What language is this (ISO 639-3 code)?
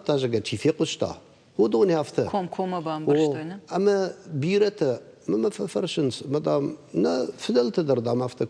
oss